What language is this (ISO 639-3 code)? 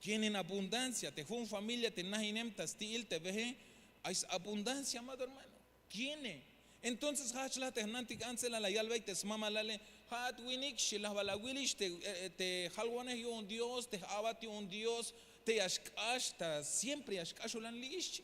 tzh